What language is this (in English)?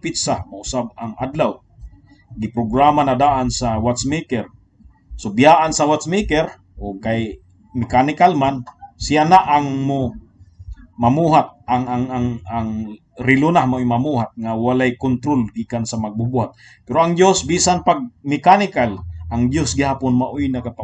Cebuano